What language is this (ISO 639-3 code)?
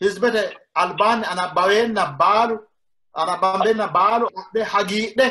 sid